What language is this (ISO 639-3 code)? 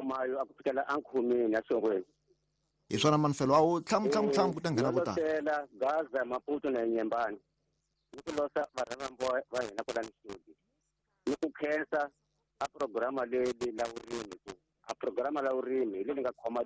tso